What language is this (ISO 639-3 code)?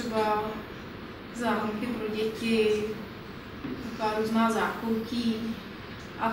ces